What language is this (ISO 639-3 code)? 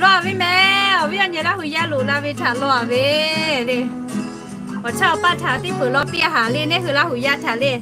lhu